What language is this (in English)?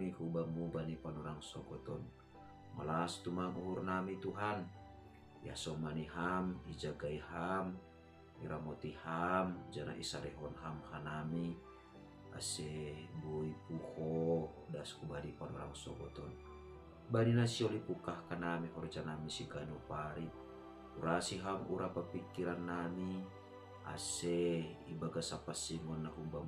Batak Simalungun